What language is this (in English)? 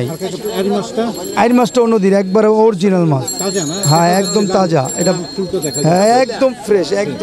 Bangla